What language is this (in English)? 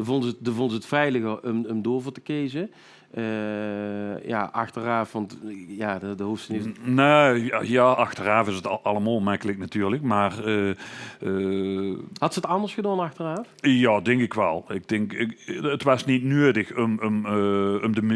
Limburgish